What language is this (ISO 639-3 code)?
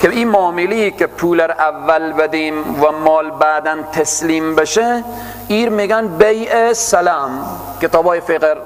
fas